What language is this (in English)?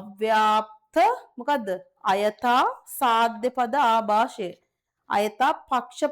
Sinhala